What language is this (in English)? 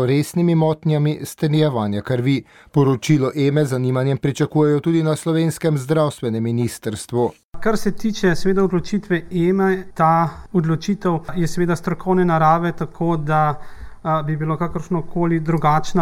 Slovenian